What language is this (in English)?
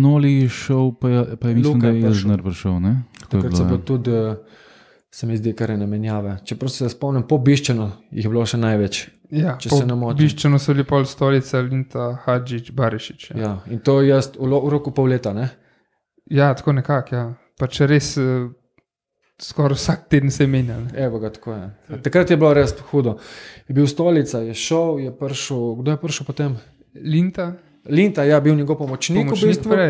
Slovenian